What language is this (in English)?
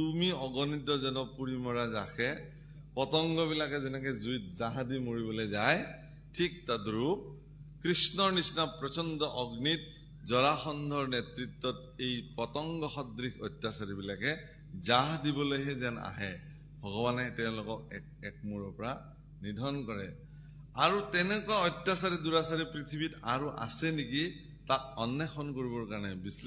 Assamese